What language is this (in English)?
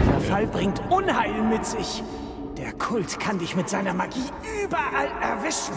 Bavarian